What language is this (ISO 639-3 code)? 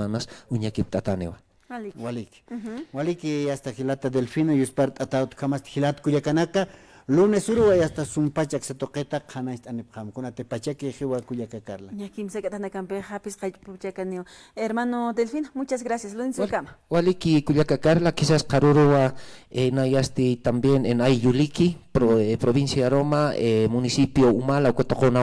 aym